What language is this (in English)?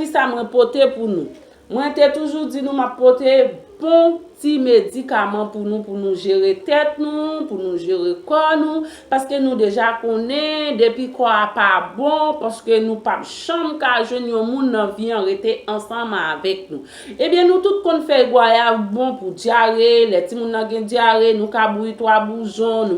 Haitian Creole